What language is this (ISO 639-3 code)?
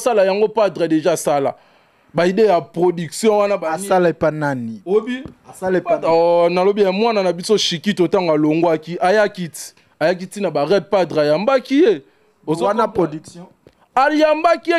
lin